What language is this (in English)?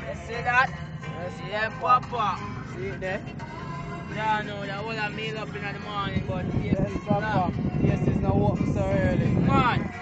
Jamaican Creole English